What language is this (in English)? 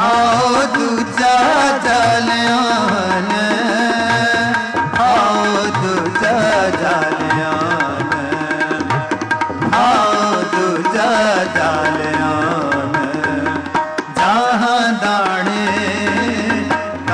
Hindi